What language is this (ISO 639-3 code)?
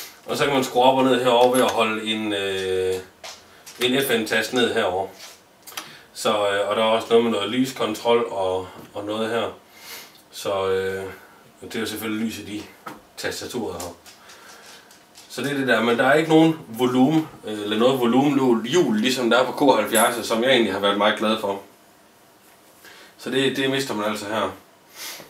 dan